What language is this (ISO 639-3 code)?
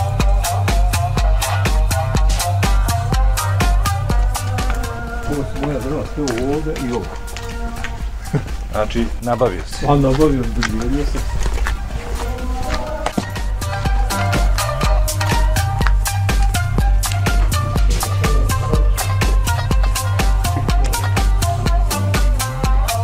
bos